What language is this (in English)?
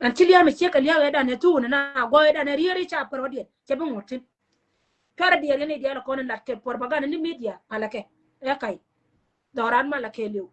Nuer